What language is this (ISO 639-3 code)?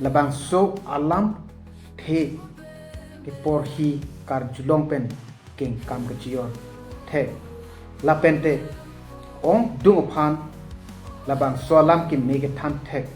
mjw